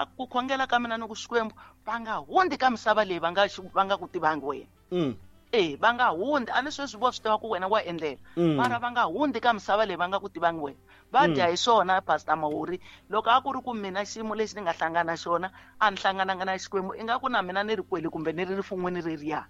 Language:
Tsonga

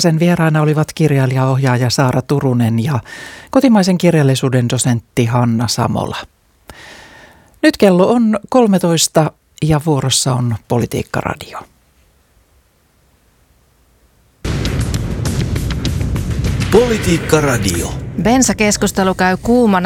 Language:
Finnish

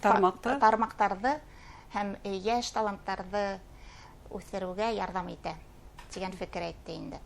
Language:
Bashkir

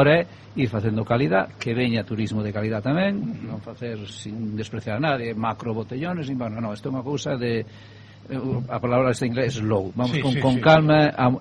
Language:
Galician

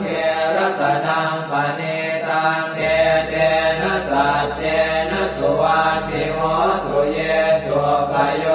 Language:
Pali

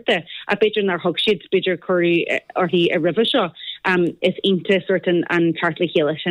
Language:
Irish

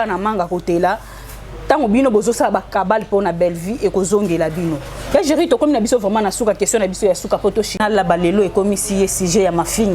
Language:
Lingala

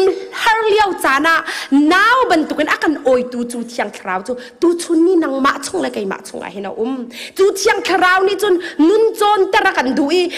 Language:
Hakha Chin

